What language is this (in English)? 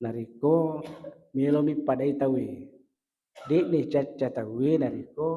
Buginese